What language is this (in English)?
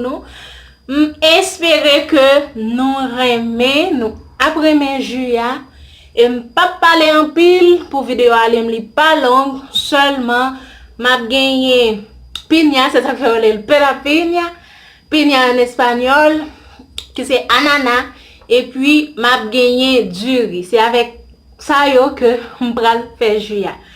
Haitian Creole